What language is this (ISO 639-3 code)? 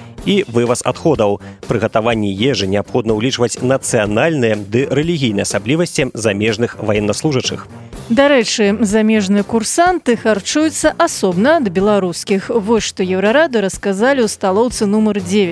bel